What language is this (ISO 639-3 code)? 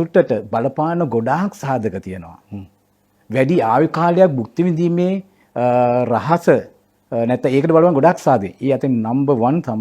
sin